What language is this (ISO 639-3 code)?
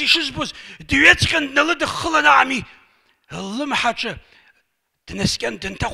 abk